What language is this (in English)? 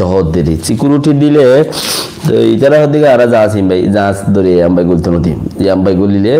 Rohingya